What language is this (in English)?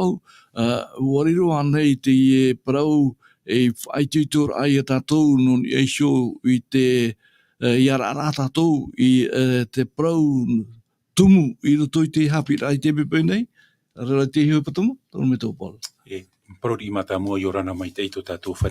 Tahitian